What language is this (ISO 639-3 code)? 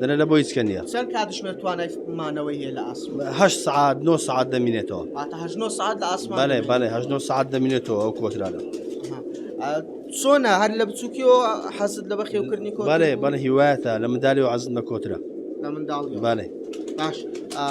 ckb